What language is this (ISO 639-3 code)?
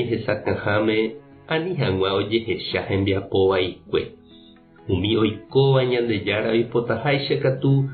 grn